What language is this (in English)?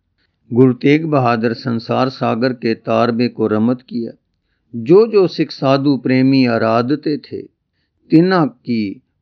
Punjabi